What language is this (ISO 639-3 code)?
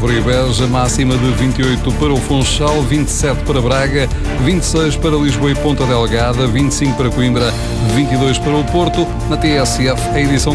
por